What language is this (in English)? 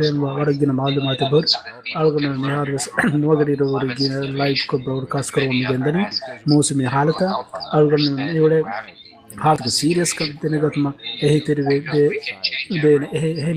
Divehi